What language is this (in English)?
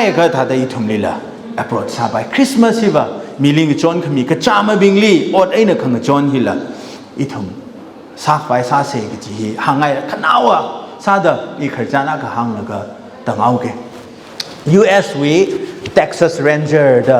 Tangkhul Naga (India)